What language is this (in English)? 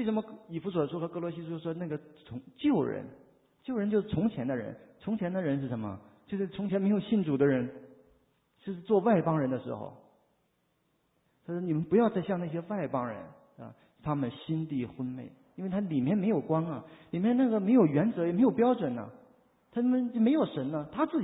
Chinese